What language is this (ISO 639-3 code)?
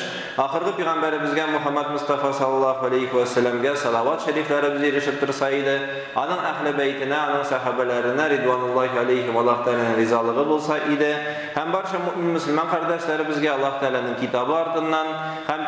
tat